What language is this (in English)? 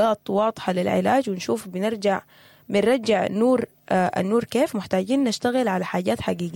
Sudanese Arabic